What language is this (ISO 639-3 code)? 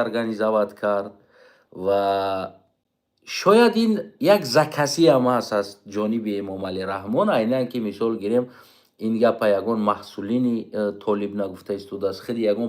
tgk